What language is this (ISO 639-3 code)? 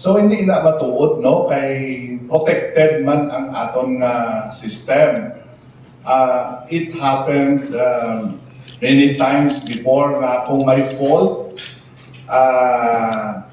hil